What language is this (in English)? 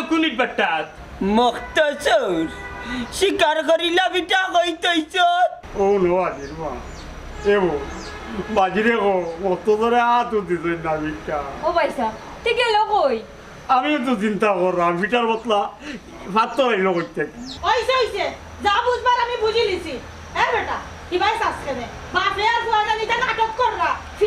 Sylheti